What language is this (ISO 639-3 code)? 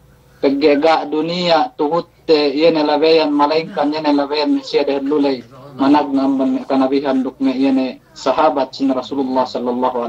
yka